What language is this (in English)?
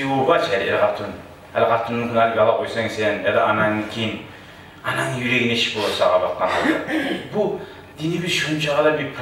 Kumyk